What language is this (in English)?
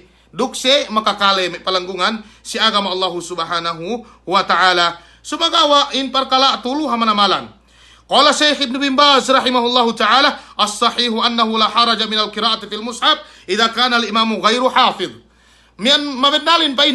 Yakan